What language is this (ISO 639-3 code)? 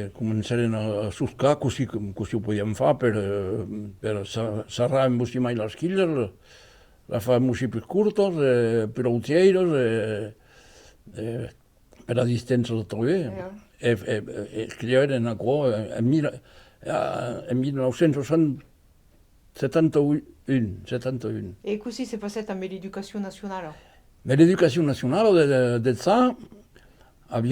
oci